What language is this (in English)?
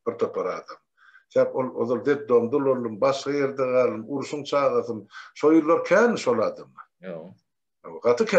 Turkmen